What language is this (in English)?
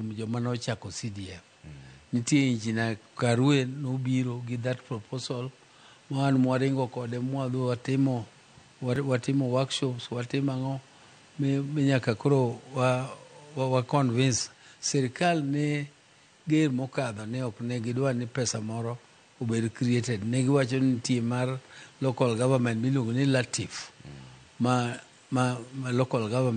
Luo (Kenya and Tanzania)